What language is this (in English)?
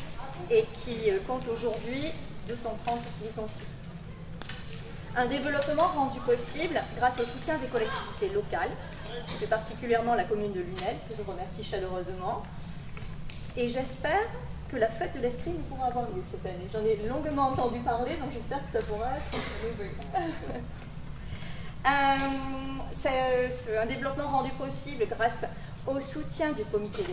French